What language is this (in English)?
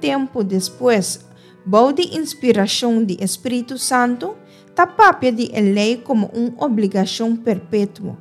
Papiamento